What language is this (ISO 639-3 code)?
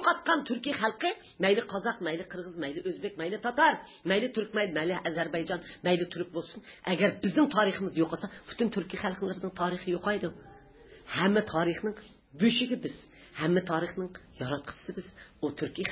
uig